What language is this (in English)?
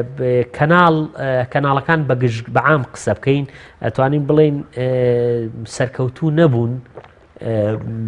Central Kurdish